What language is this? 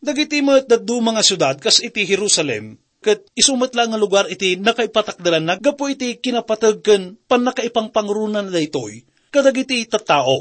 Iloko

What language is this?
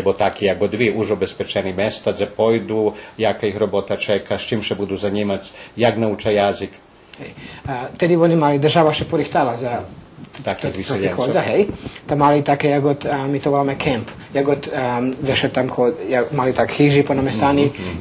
Rusyn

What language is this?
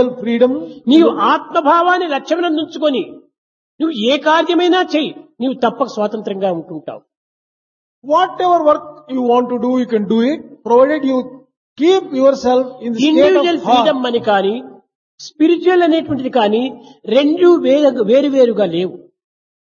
Telugu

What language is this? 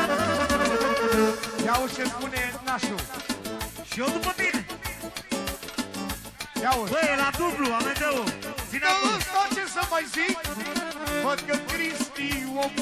Romanian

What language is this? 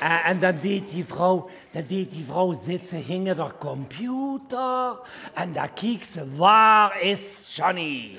Limburgish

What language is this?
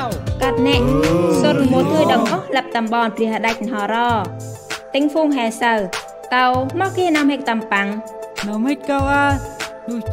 Central Mnong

